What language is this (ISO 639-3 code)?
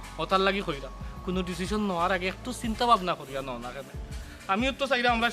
syl